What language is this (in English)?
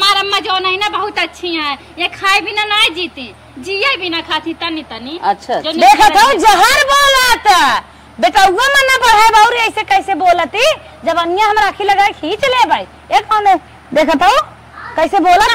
Awadhi